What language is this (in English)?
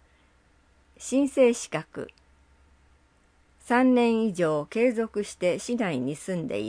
Japanese